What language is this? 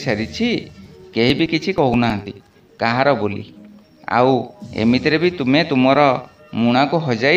Odia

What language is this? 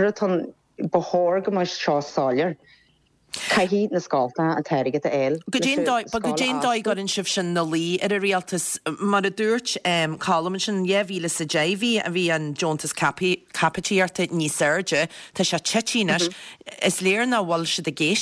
Irish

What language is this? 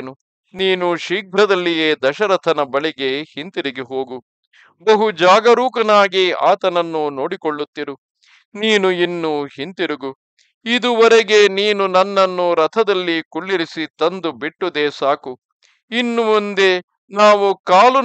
Kannada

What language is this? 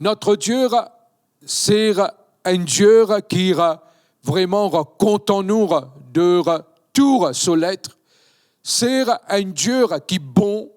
Morisyen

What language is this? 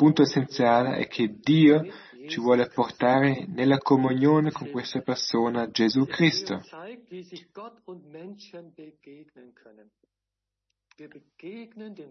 Italian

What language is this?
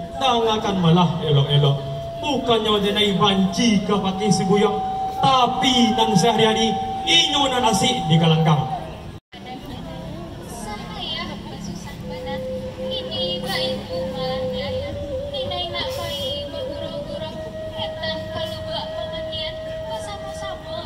Minangkabau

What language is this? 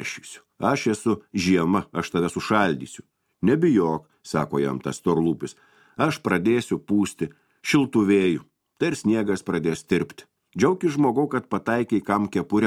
Lithuanian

